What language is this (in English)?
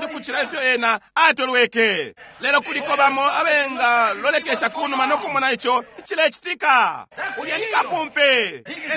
Bemba